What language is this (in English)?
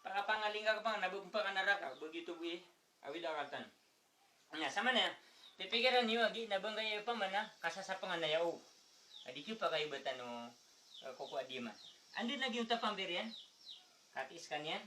Maranao